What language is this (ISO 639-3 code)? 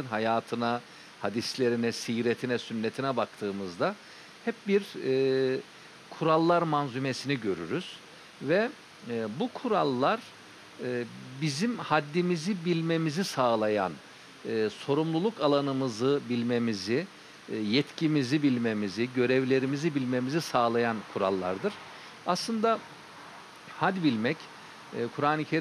tur